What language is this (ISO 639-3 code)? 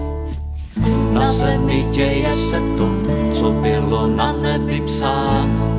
ces